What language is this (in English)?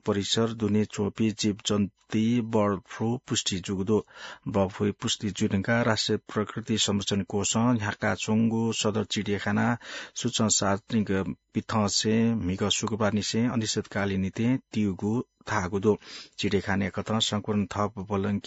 Newari